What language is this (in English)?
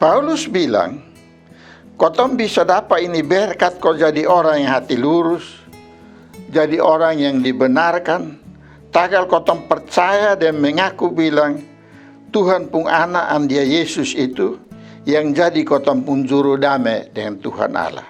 Kupang Malay